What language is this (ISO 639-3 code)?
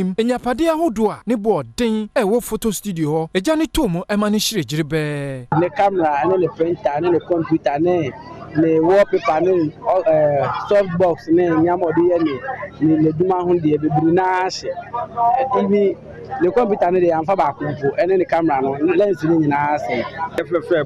aka